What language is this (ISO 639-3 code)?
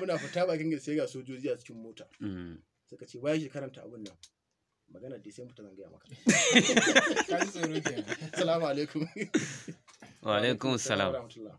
hau